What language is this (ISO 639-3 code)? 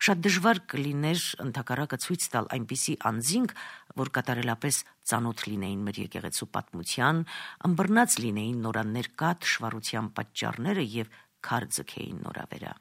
hye